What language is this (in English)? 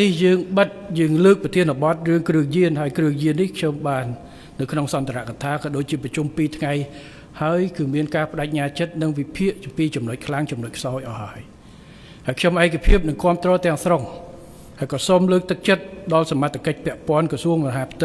Khmer